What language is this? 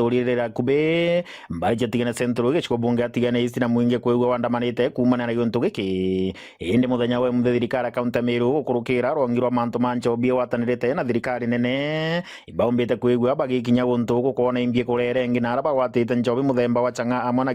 Meru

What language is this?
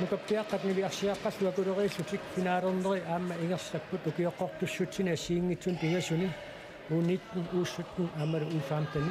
Kalaallisut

